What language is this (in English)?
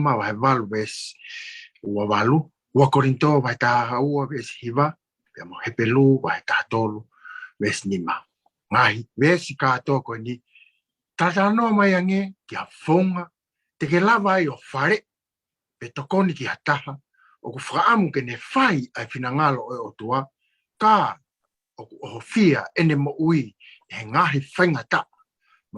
Tongan